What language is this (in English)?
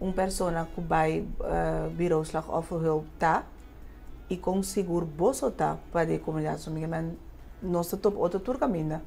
Papiamento